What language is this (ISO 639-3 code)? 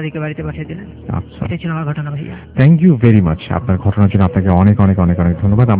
ben